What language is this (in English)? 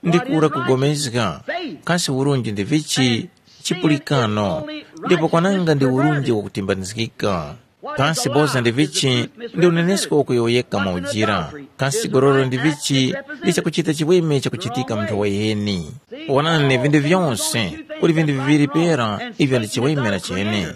Tumbuka